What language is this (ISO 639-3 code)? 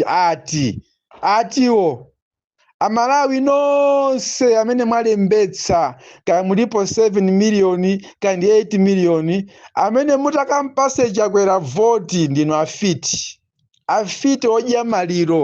nya